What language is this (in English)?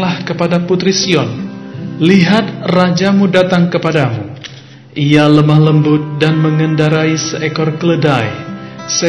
Indonesian